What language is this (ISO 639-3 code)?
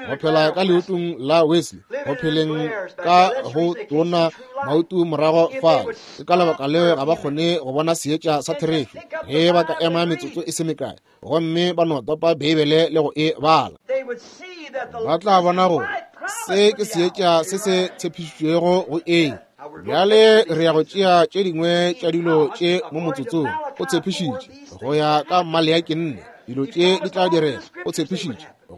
nso